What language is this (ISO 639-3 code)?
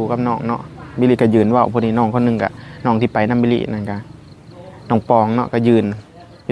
lao